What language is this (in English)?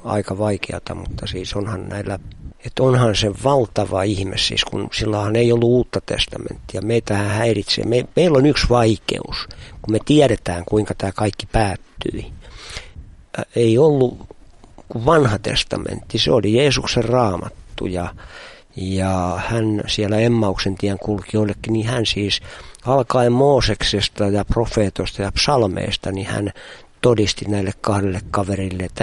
Finnish